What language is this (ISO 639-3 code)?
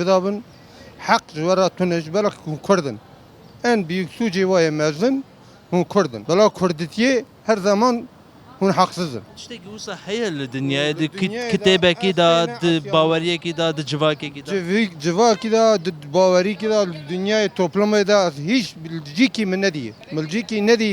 kur